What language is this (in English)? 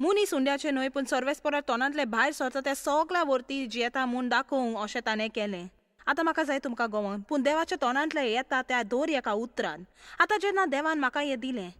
Konkani